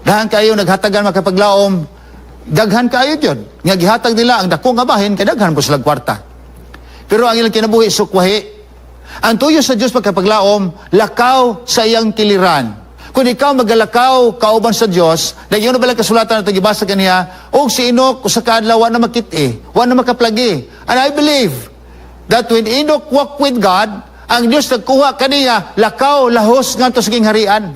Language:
Cebuano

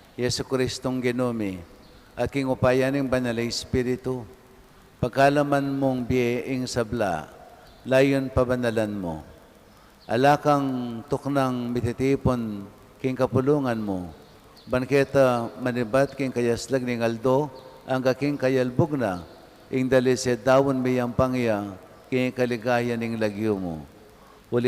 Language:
Pampanga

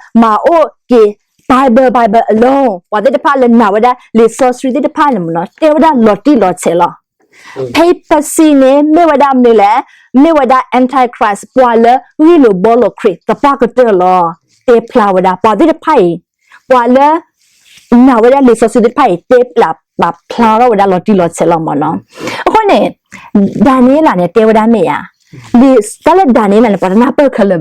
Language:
S'gaw Karen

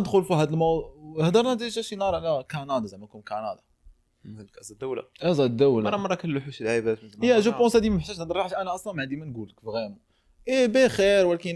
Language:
Moroccan Arabic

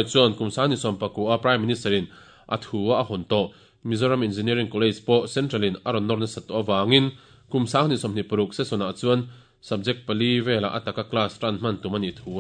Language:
Mizo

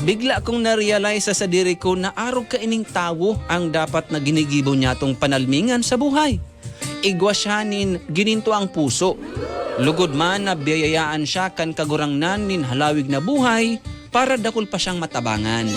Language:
Bikol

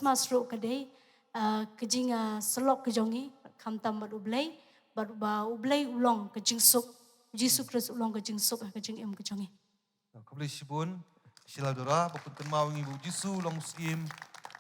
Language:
Khasi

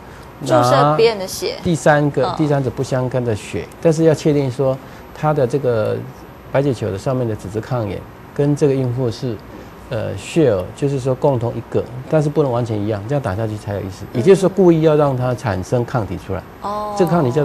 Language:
Chinese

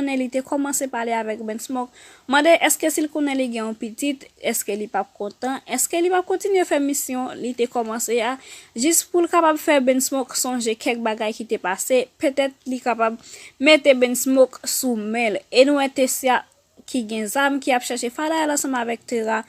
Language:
Haitian Creole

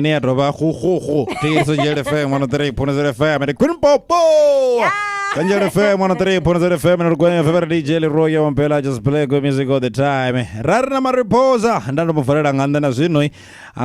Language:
Venda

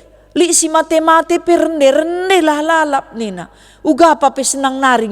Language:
Batak Karo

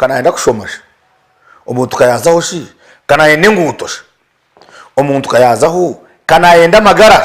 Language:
Nyankole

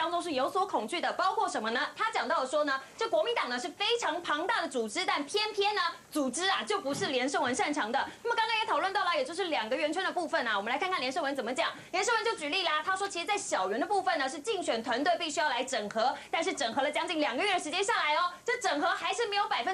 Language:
Chinese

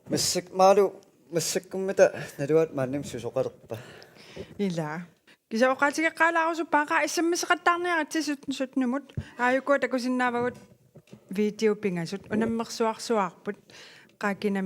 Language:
Kalaallisut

